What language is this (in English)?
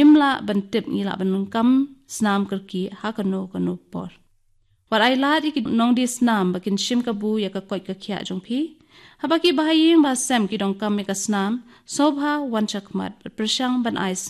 Khasi